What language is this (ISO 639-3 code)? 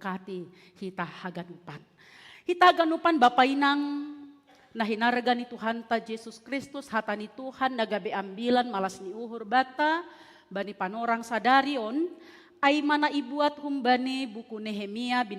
bts